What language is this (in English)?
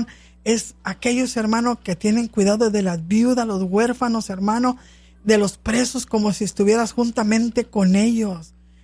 Spanish